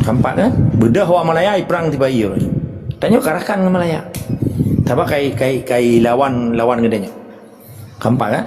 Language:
Achinese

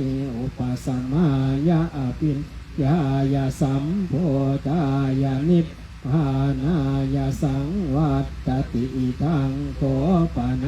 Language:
Pali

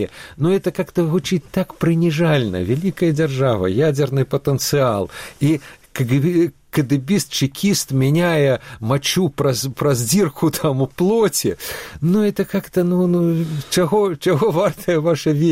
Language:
Belarusian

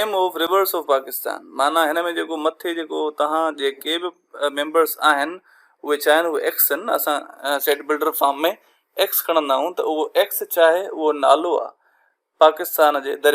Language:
Sindhi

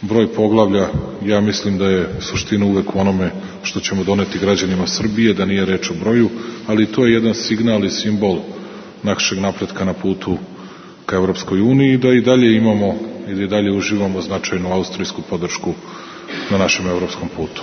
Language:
Serbian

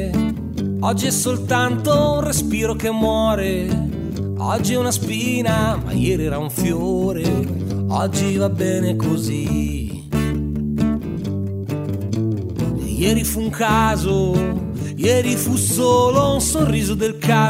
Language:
Italian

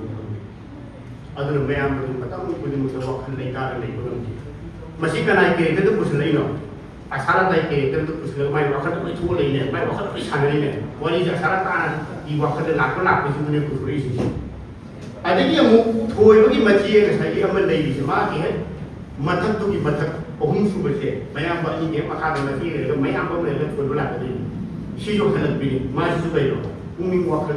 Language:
Manipuri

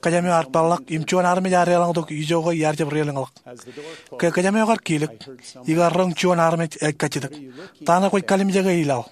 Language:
Marshallese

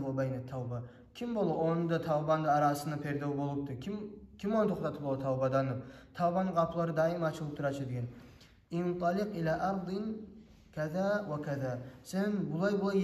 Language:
Kumyk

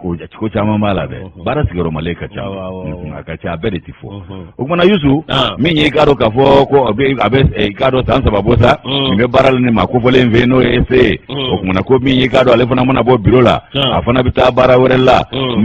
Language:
Bambara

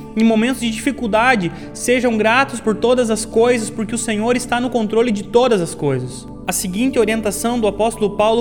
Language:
Portuguese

